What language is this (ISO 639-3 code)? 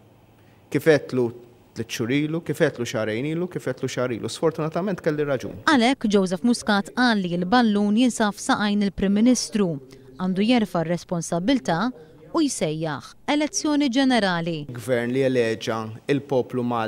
mlt